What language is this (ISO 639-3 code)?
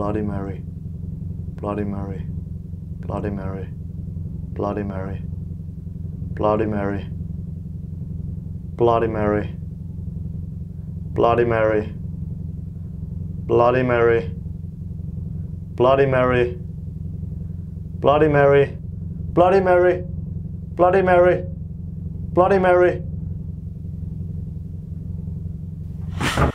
fin